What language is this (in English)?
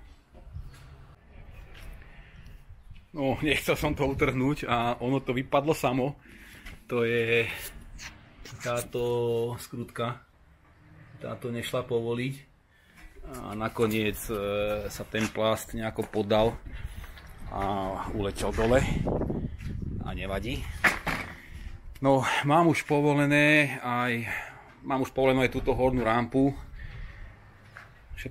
Slovak